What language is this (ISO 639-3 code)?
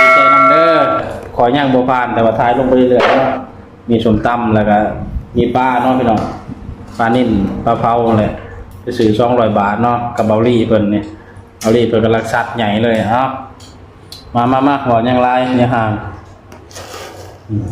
lao